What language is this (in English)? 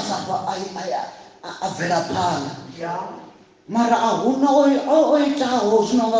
Venda